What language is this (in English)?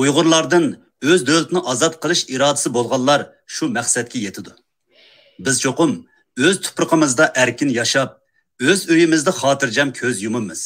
Uyghur